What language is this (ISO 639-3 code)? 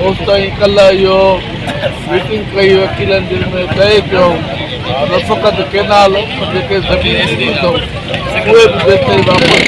snd